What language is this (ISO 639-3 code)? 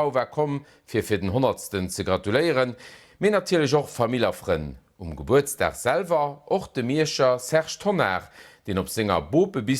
ltz